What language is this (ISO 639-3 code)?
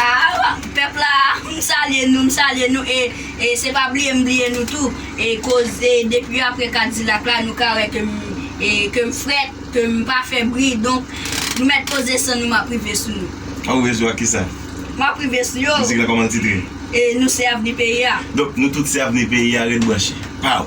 hat